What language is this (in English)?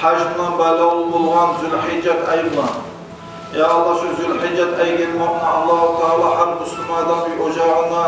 Kumyk